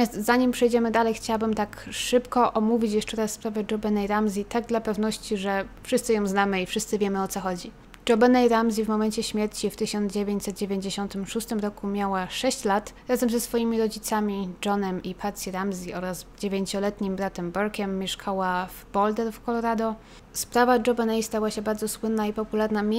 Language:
Polish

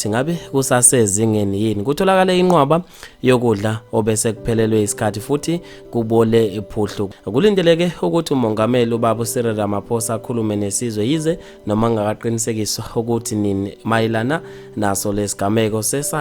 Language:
Zulu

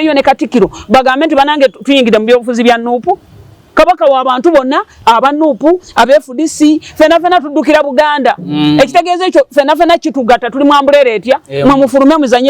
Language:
Ganda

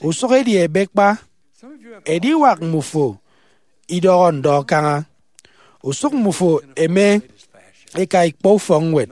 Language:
Efik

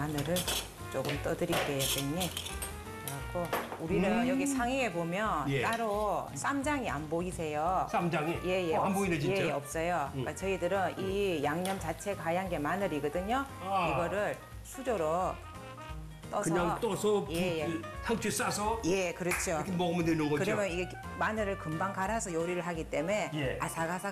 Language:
Korean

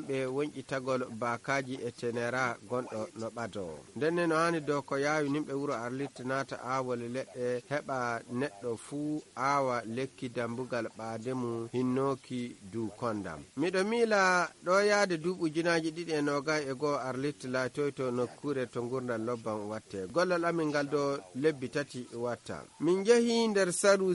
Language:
Nigerian Fulfulde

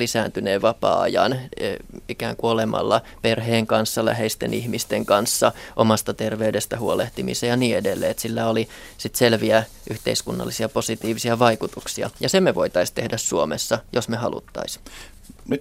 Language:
Finnish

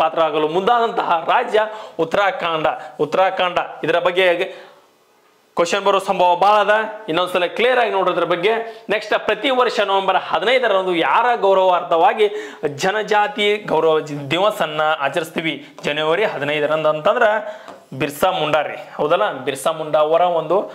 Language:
Kannada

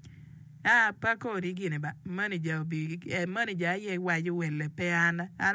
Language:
Acoli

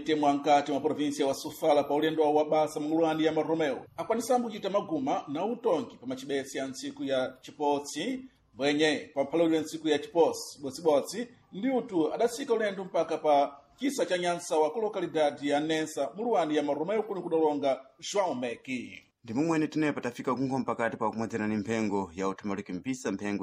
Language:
Sena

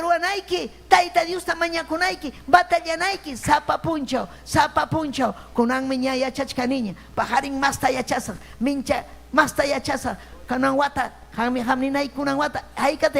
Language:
Ayacucho Quechua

